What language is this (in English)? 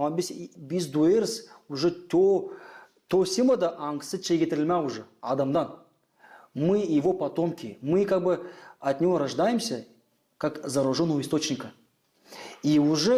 Gagauz